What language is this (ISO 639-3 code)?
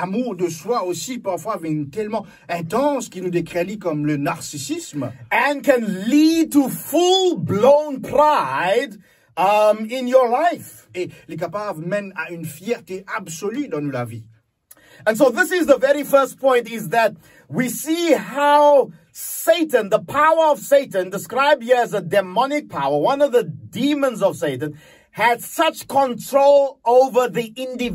mfe